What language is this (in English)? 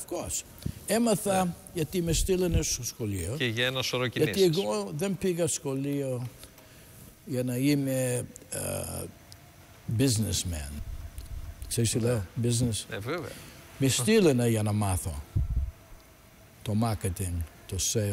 Greek